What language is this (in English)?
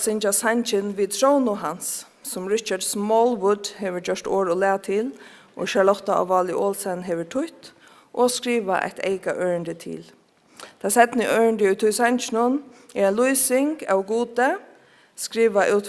Faroese